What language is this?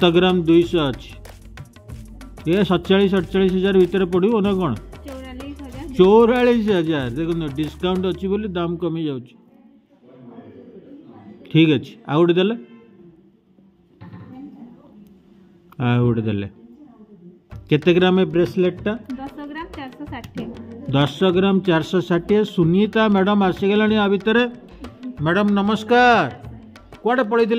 Odia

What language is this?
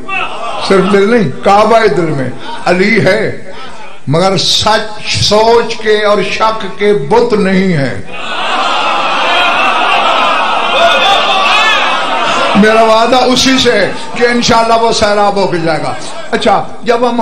Urdu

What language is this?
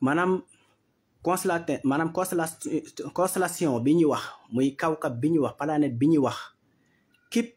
Wolof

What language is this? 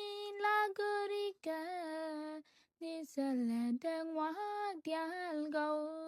Nuer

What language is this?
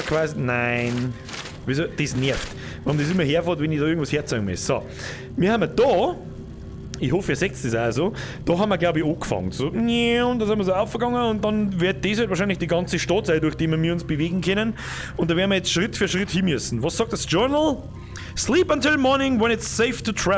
Bavarian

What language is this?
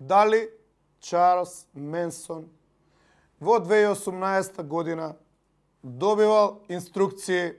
Macedonian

